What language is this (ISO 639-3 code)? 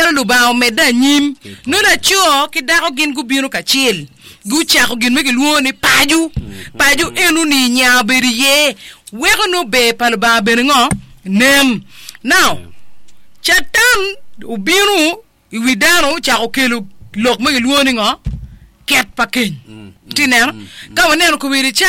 ach